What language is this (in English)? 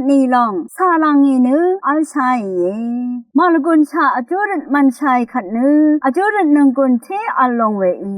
Rawang